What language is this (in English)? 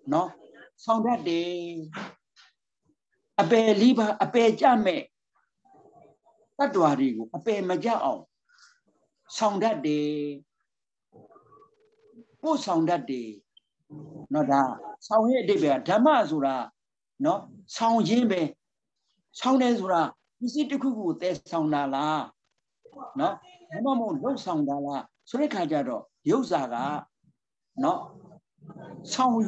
Burmese